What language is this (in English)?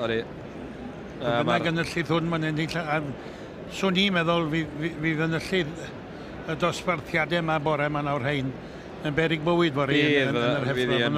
Welsh